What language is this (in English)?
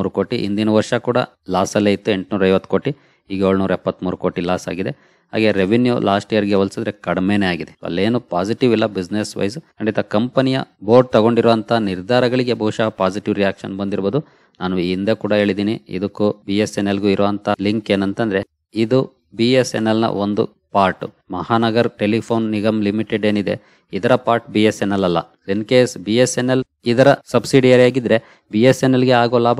Kannada